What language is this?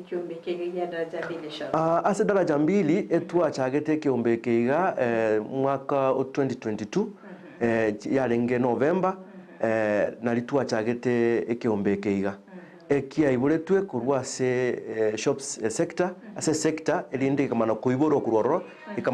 Gusii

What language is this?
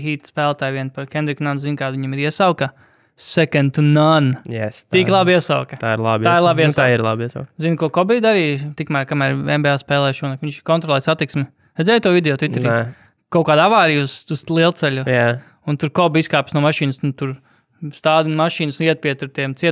Latvian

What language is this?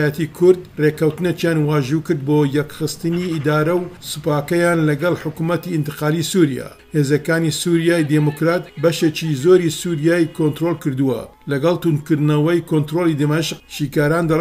Central Kurdish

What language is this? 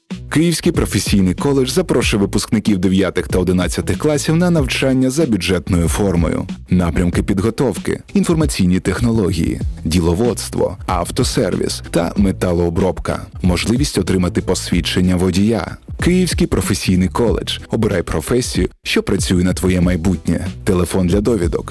Ukrainian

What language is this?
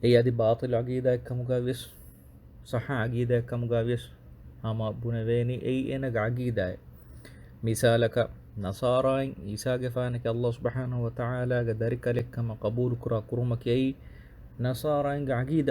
Divehi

